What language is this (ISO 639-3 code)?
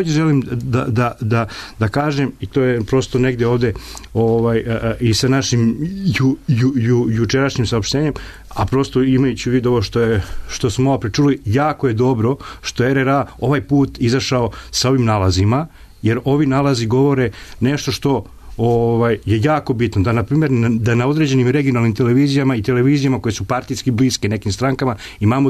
srp